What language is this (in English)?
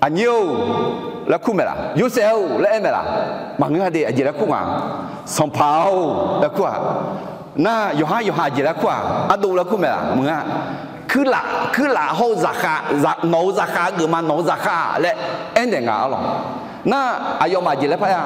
Akha